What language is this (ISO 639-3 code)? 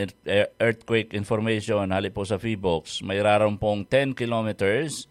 bik